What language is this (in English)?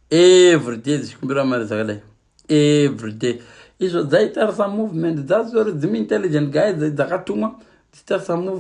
Shona